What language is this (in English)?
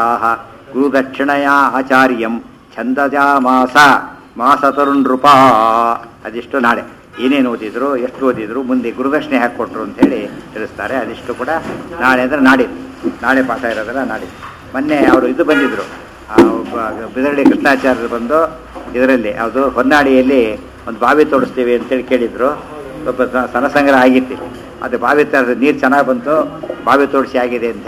Kannada